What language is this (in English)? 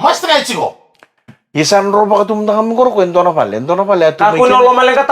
Fijian